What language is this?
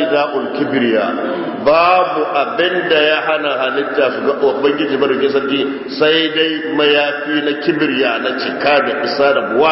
Hausa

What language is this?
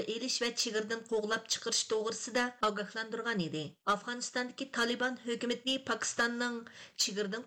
Uyghur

